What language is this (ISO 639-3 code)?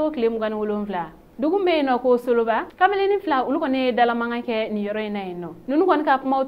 bam